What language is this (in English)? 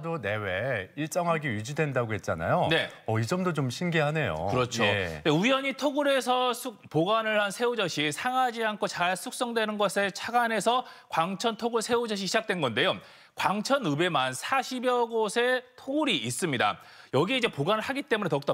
Korean